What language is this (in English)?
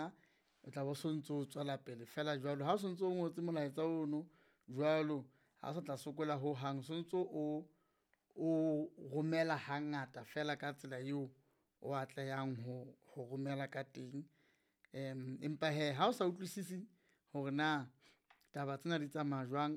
Southern Sotho